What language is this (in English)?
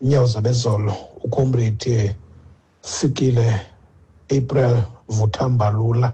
Xhosa